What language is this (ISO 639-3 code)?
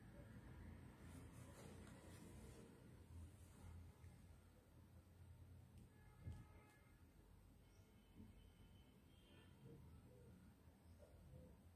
ben